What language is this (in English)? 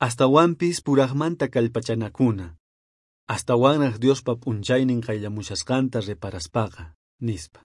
South Bolivian Quechua